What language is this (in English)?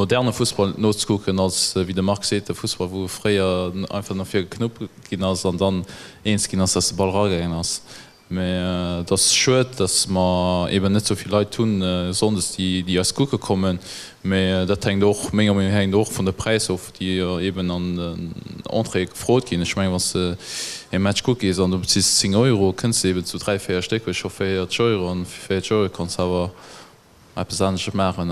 Luxembourgish